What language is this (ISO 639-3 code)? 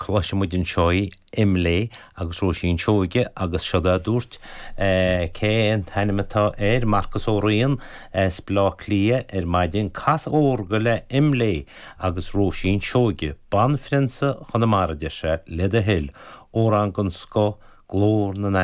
gle